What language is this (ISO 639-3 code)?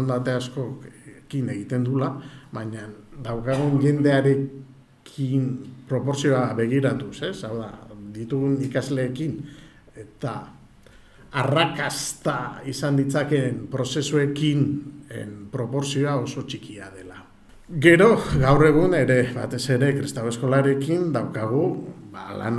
eus